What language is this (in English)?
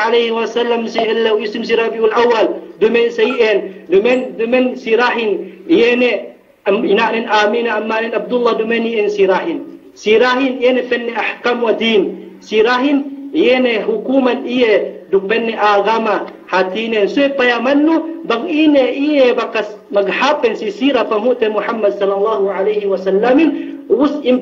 Yakan